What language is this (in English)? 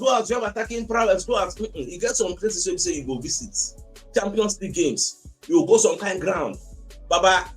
Nigerian Pidgin